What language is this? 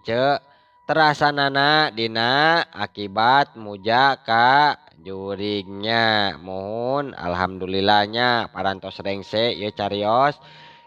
Sundanese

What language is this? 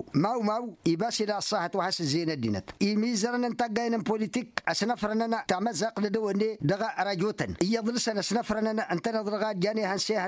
Tamasheq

